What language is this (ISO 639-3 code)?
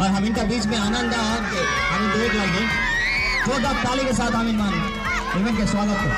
sck